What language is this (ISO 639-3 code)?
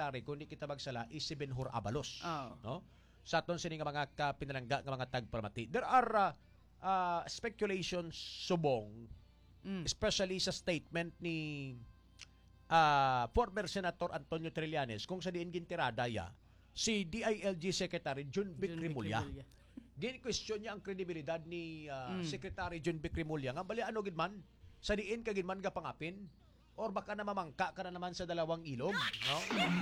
hil